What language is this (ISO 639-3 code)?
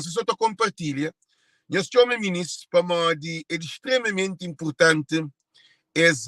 kea